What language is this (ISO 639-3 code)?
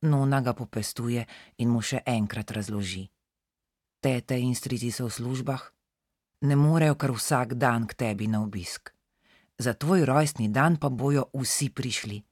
slv